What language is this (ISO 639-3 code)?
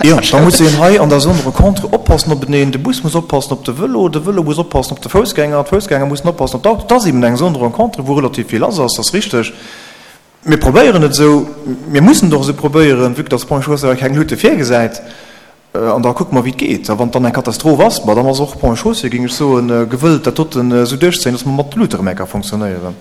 ltz